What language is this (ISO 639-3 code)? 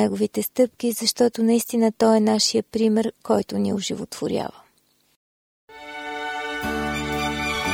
bul